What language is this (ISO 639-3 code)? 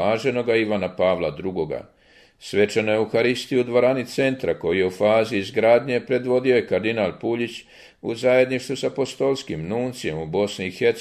hrv